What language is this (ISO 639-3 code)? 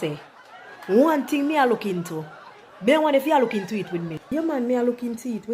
jam